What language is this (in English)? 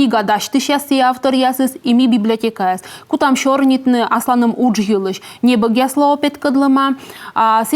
Komi